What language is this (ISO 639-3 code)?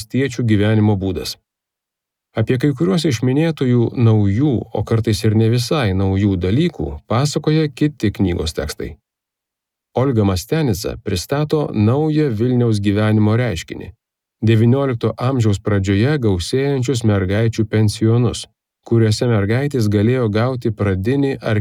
lit